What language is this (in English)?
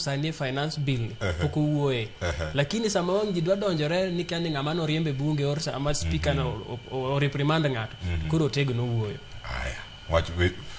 Luo (Kenya and Tanzania)